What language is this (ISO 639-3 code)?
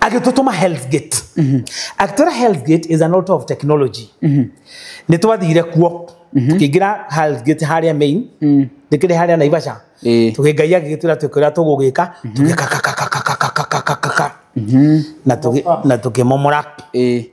kik